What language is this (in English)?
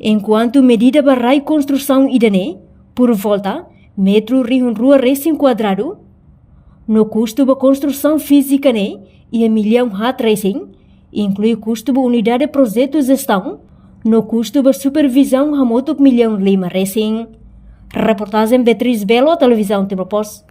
Tetum